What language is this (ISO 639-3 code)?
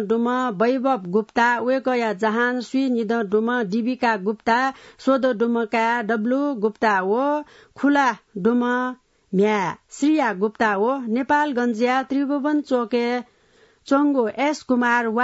new